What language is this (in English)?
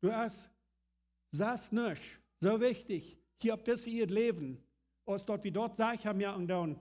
Plautdietsch